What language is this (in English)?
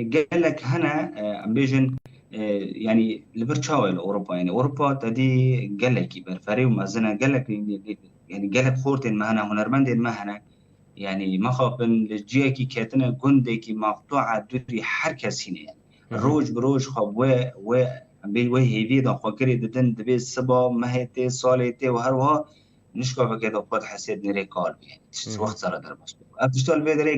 Kurdish